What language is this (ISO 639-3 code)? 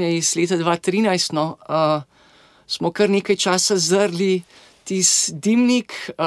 slv